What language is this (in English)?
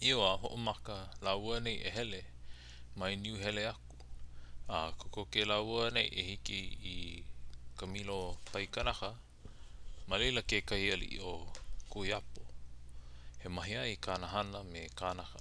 Hawaiian